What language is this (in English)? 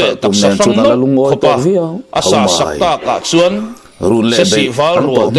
Mizo